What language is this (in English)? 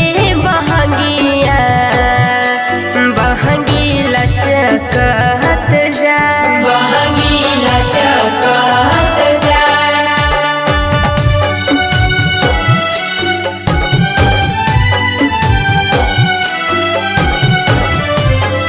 Bhojpuri